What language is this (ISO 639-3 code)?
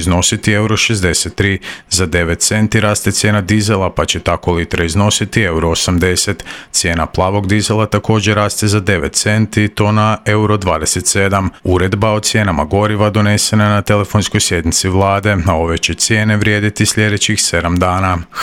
hrv